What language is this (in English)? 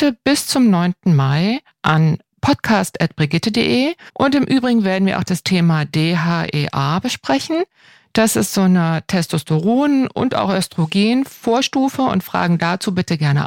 German